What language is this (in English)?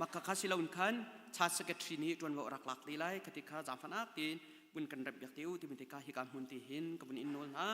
Hakha Chin